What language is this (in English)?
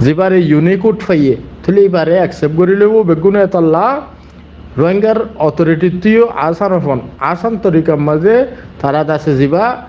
Rohingya